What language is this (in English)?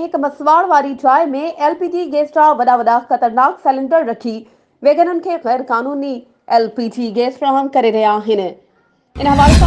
Sindhi